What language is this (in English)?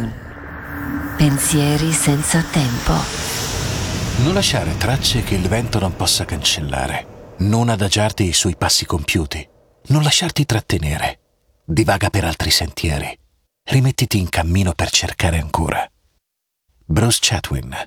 Italian